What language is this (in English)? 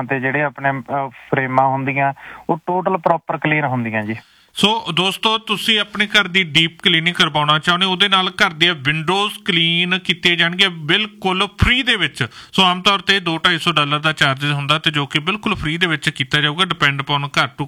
Punjabi